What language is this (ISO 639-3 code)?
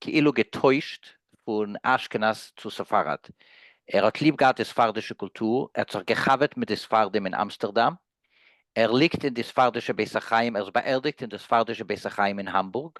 yid